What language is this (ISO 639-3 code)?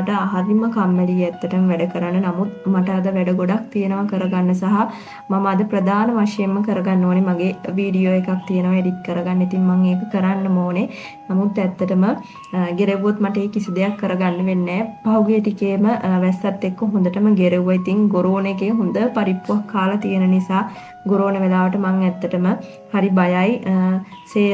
sin